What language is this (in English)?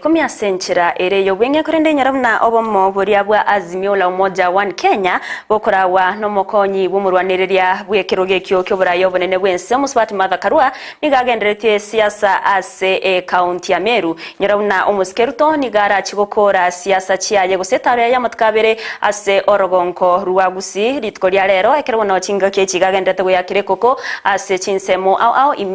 Gusii